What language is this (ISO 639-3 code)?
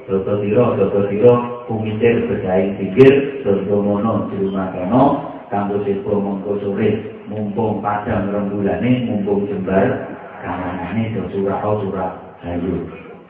jav